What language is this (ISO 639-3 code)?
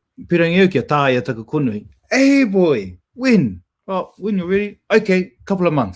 mri